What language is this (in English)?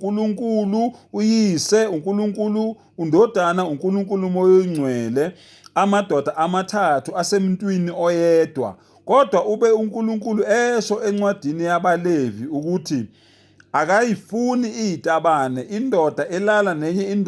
Zulu